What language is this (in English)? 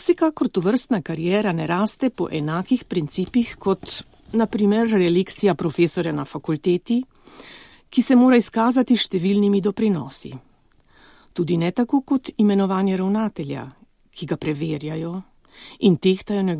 Slovenian